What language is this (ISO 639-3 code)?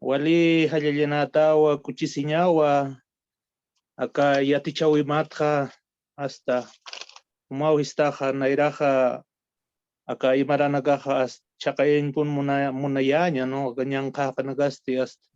aym